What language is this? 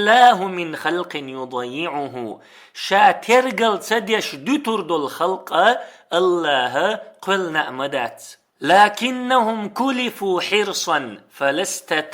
Chechen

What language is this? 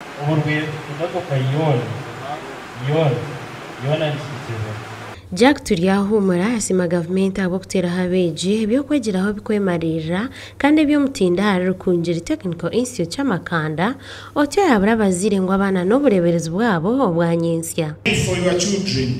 Nyankole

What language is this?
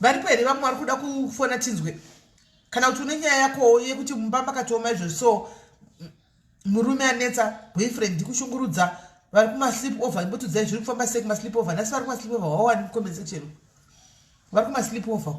Shona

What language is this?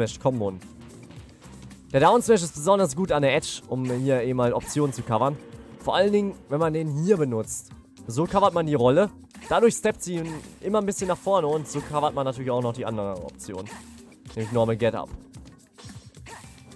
German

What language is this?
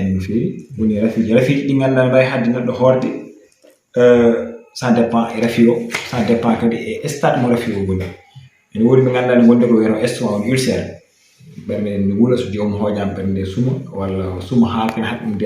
Fula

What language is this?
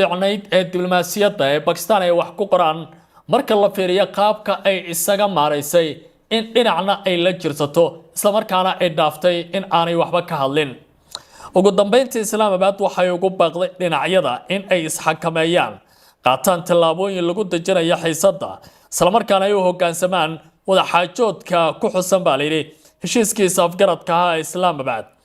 Somali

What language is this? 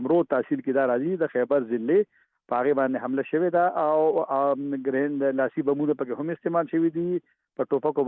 Pashto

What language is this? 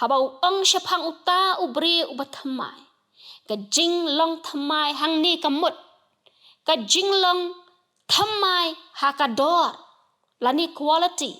Khasi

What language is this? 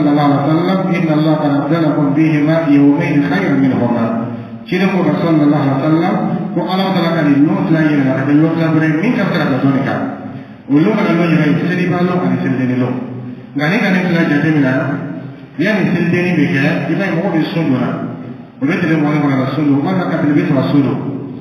Dyula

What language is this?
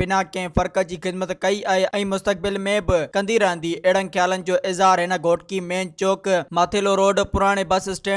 Sindhi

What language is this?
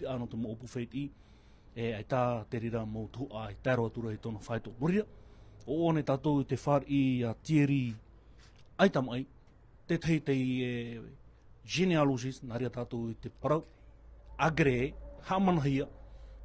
Tahitian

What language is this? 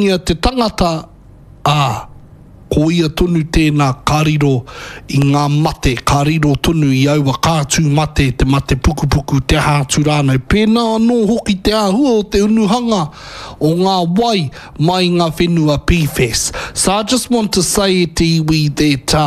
Māori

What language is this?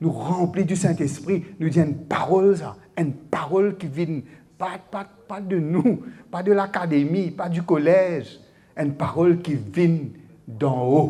Morisyen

